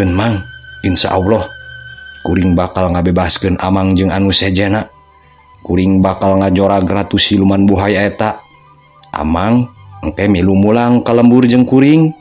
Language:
Sundanese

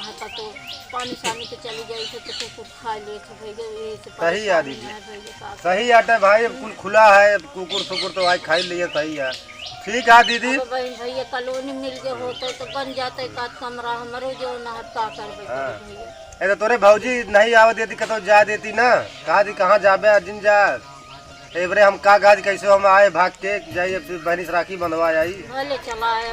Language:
Awadhi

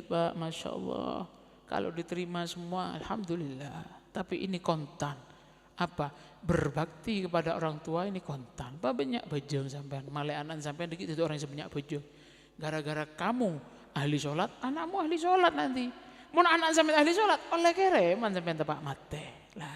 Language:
Madurese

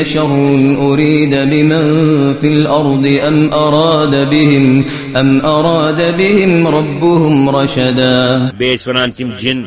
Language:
Kashmiri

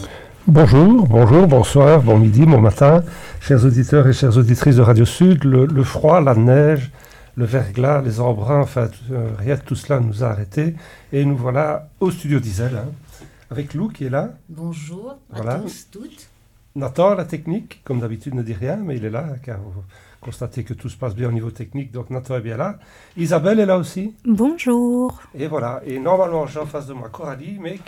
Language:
French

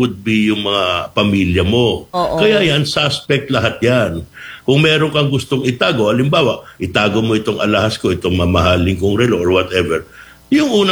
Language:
Filipino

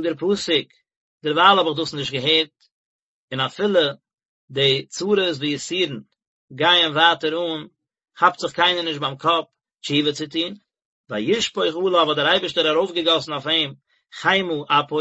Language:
Yiddish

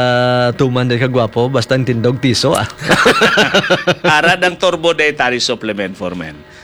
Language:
Hiligaynon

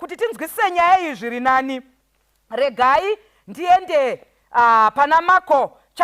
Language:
Shona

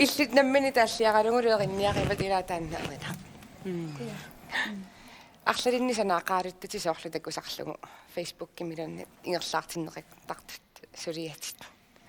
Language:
Kalaallisut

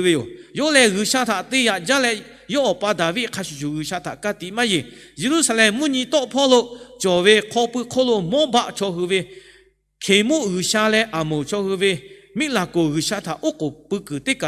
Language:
Lahu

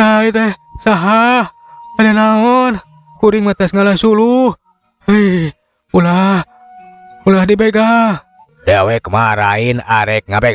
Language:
Sundanese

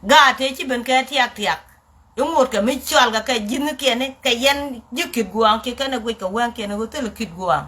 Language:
Nuer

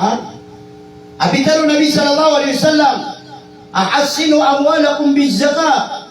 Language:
Maranao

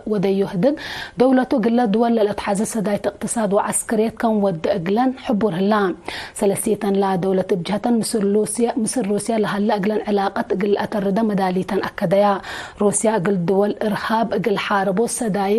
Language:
Tigre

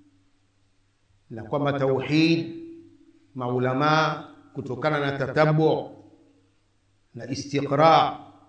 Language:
Swahili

